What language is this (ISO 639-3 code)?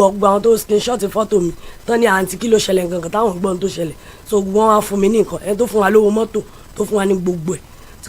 yor